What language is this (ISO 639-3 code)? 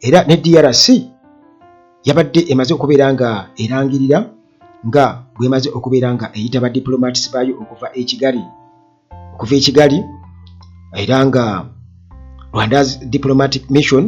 lug